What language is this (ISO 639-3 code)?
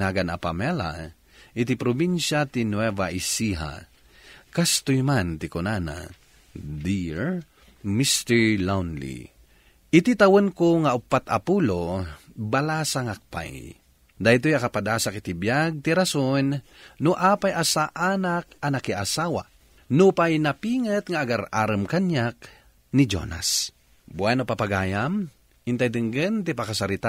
ilo